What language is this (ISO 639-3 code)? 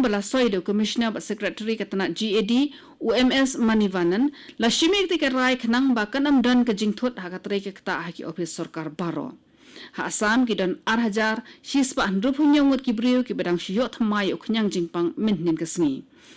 kha